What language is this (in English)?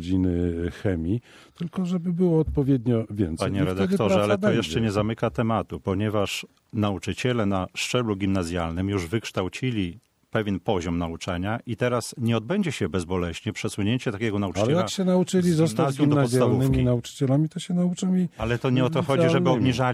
Polish